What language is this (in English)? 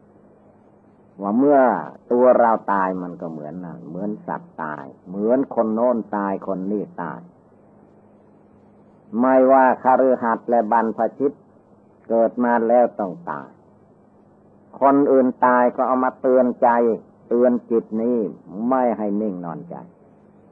Thai